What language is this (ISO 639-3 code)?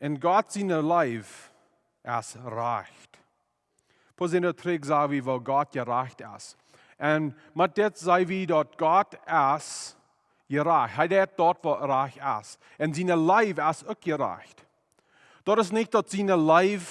pdt